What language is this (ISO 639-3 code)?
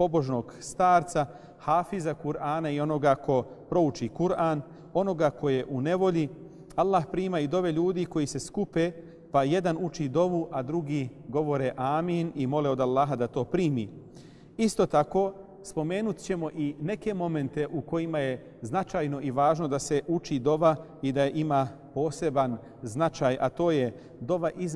bos